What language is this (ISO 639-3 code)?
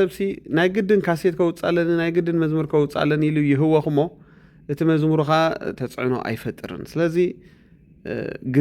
tir